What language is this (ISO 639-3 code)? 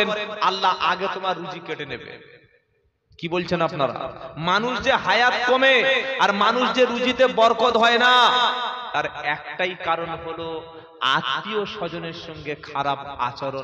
ben